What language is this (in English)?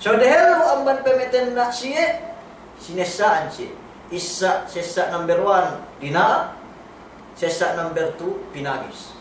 Yakan